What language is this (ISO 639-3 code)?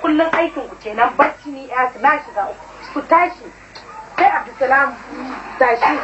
hau